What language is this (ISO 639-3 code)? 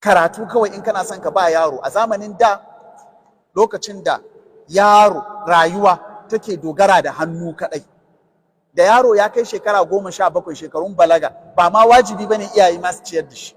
hau